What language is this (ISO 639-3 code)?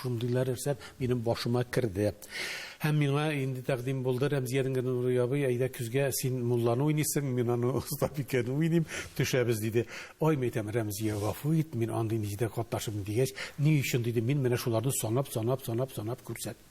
tat